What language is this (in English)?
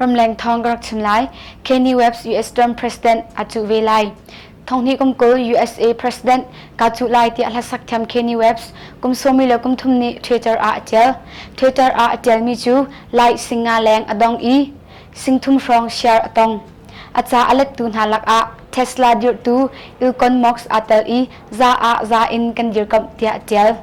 Hakha Chin